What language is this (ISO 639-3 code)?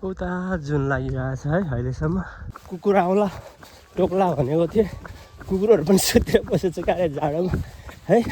nep